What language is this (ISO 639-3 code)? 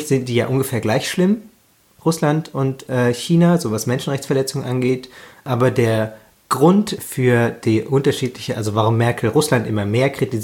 deu